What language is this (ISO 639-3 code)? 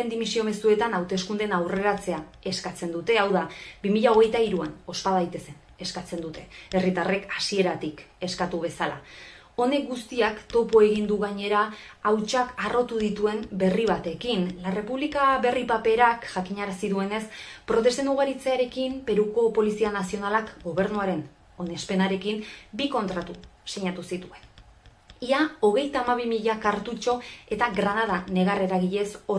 eus